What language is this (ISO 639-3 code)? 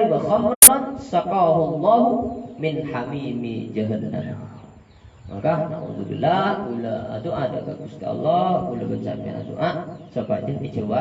mad